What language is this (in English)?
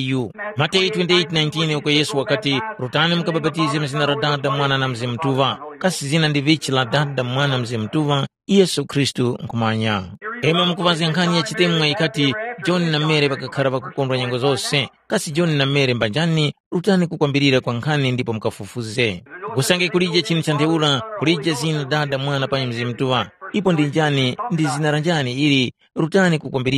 Tumbuka